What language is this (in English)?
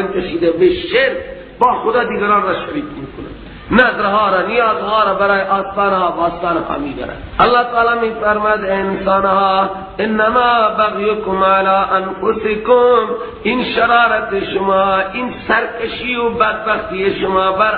Persian